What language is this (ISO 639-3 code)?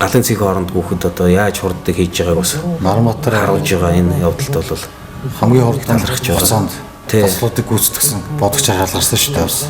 mon